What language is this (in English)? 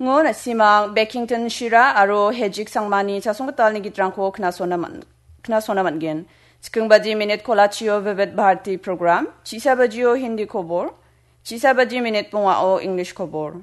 Garo